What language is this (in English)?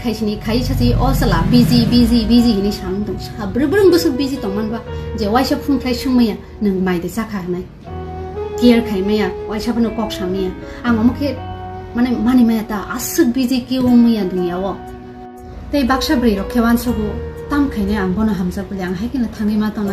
Kok Borok